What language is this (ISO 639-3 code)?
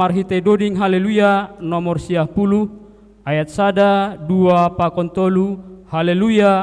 bts